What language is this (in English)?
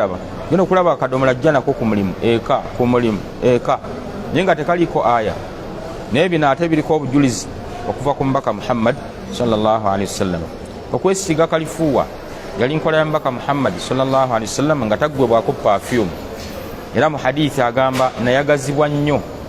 Ganda